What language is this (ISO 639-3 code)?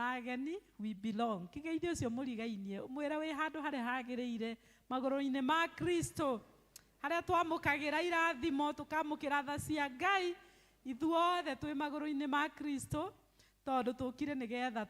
kik